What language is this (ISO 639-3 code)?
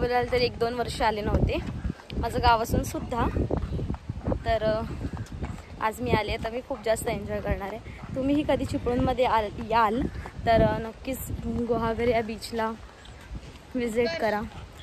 mar